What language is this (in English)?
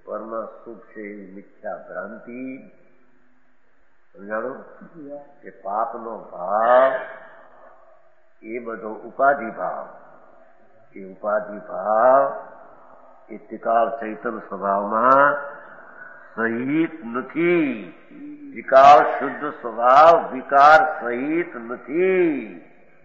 Gujarati